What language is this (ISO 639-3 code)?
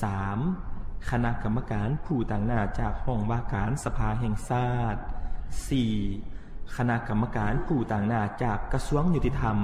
lao